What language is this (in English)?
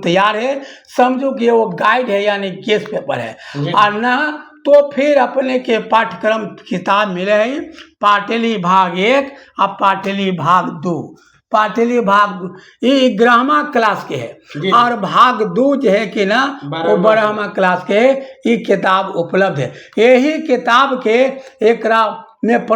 Magahi